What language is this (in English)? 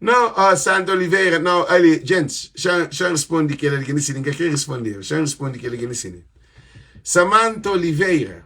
Kabuverdianu